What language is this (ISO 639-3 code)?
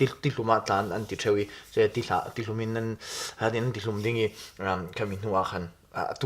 cfm